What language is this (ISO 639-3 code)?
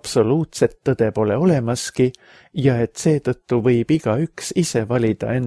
est